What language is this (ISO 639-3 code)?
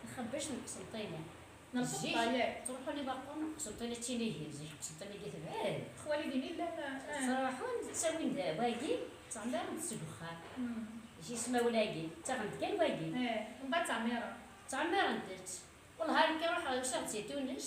kab